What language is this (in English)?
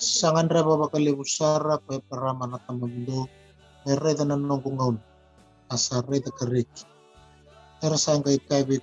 Fijian